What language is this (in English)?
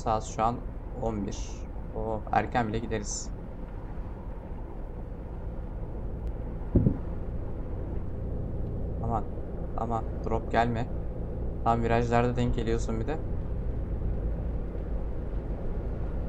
Turkish